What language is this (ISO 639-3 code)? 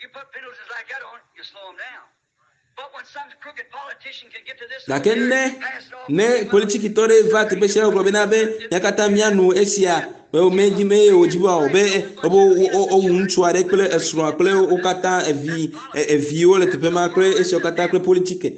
ewe